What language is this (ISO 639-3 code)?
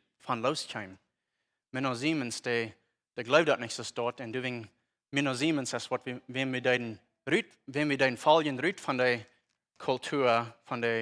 pdt